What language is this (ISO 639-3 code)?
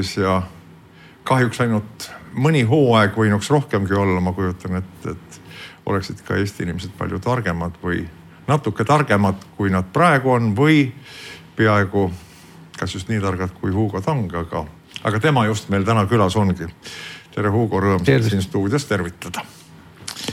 est